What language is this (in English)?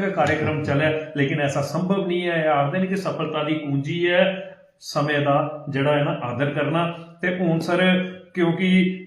Dogri